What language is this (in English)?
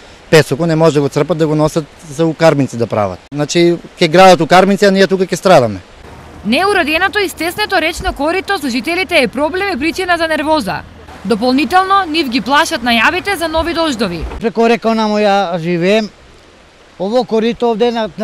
Macedonian